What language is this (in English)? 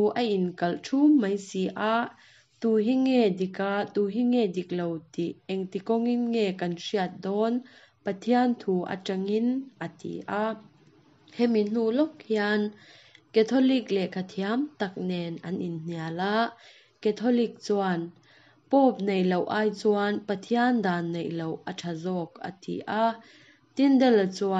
Mizo